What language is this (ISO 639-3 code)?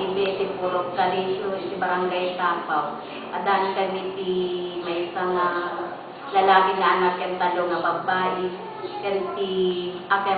ilo